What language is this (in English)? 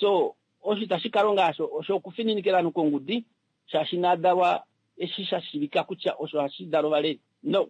Kuanyama